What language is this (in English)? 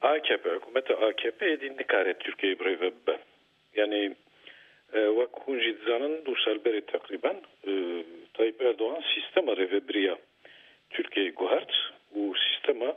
Kurdish